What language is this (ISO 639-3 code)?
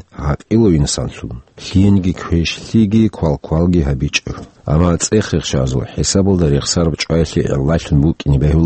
ava